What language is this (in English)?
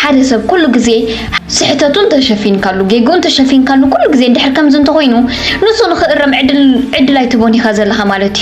Tigrinya